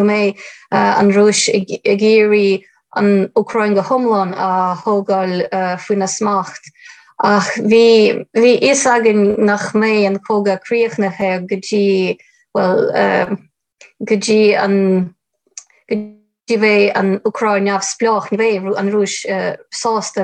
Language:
Irish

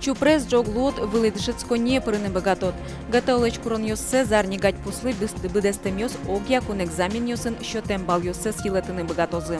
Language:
Udmurt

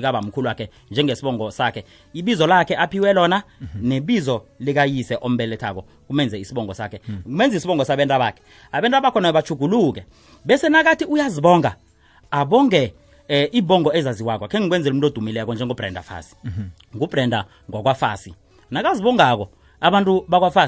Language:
South Ndebele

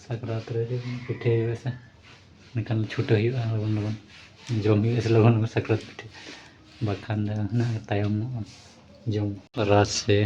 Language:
Santali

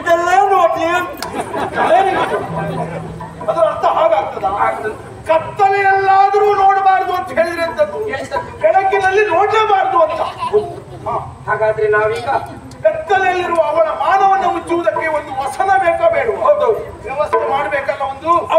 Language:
Kannada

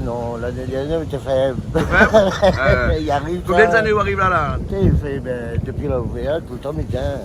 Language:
Réunion Creole French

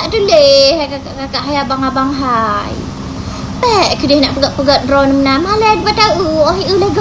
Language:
Achinese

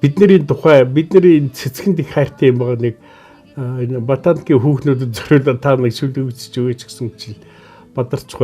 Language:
Mongolian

